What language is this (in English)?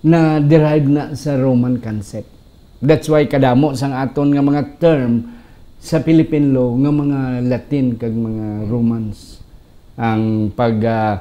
Hiligaynon